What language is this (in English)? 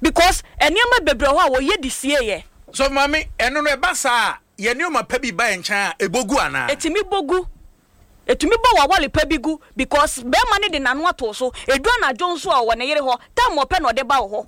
Akan